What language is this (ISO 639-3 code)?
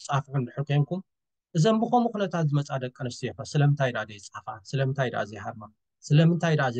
tir